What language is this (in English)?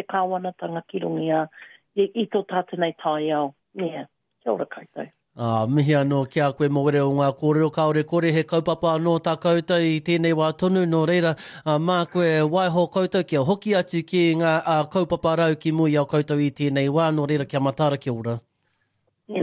Māori